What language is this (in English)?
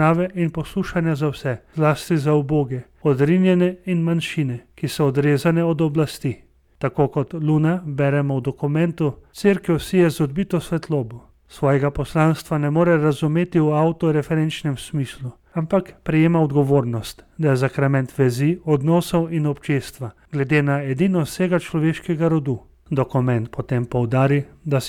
Slovenian